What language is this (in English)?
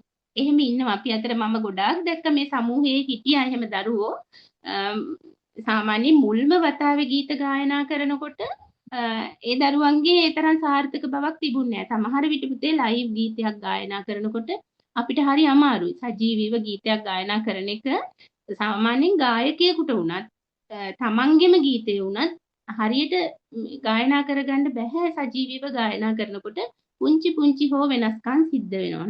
Sinhala